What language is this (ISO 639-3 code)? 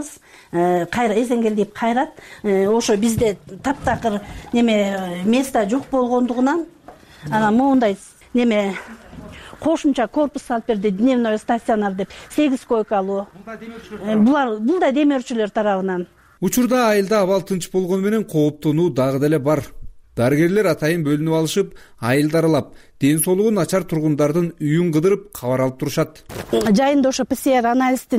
kir